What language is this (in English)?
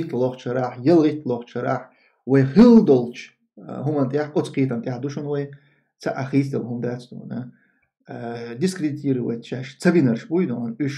Chechen